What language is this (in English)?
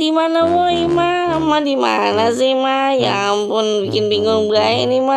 Betawi